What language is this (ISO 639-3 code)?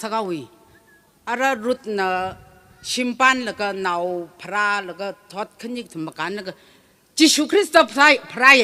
nmf